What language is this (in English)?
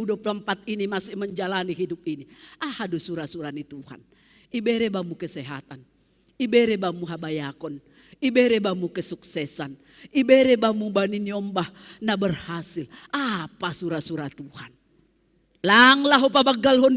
Batak Simalungun